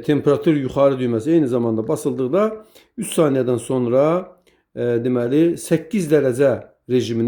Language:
Azerbaijani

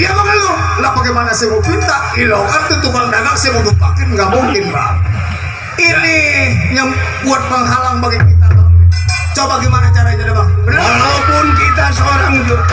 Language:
Betawi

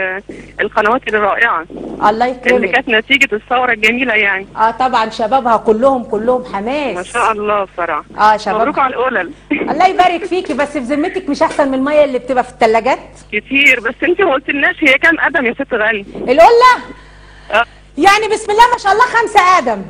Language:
Egyptian Arabic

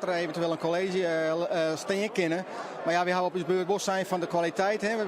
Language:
Western Frisian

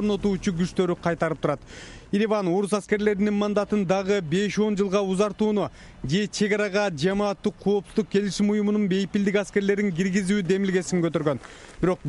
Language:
Kyrgyz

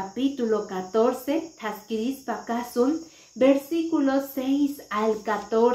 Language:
Quechua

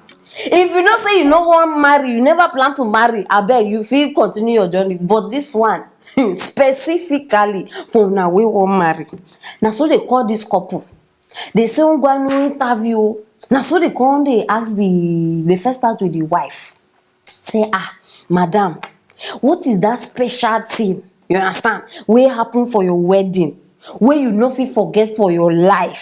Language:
Nigerian Pidgin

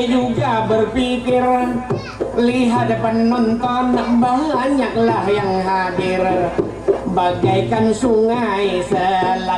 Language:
Banjar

